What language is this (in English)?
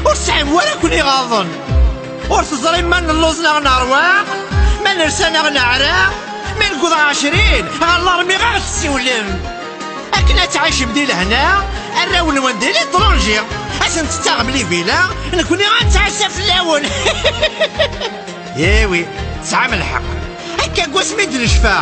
Kabyle